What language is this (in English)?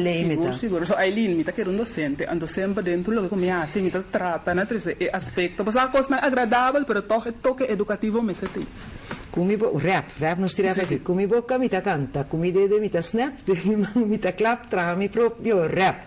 Papiamento